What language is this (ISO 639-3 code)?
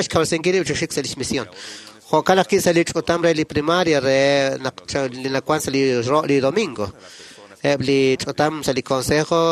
kek